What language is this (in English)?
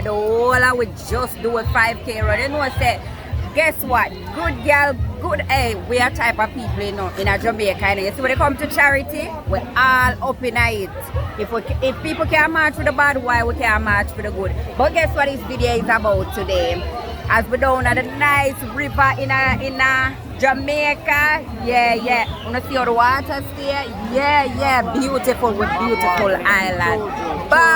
Jamaican Creole English